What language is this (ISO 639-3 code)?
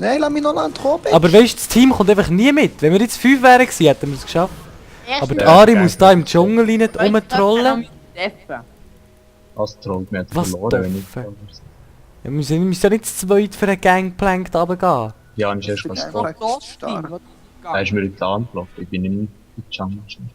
gsw